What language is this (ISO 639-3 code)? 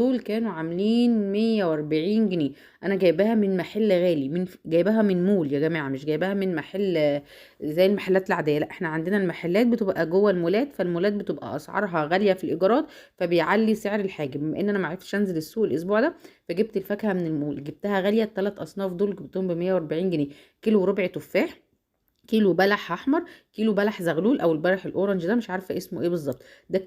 arz